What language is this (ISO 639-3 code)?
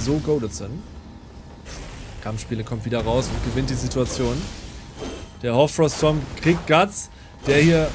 deu